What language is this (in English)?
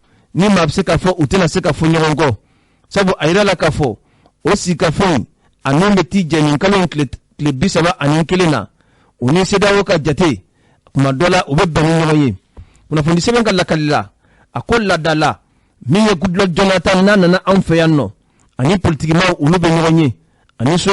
Bambara